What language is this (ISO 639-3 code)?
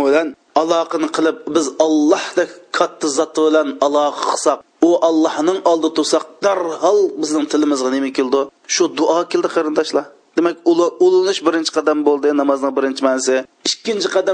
uig